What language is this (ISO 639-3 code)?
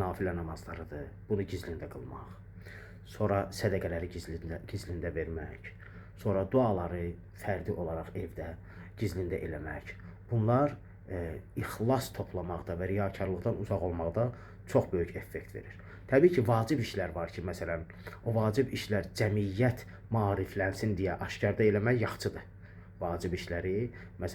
aze